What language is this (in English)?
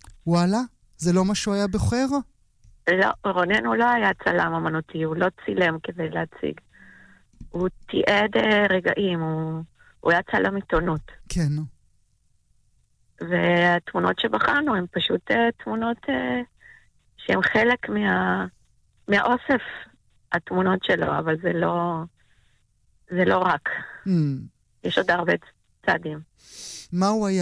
Hebrew